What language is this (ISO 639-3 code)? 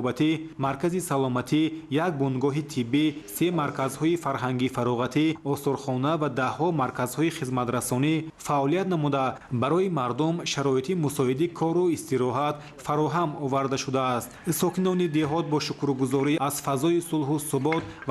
tgk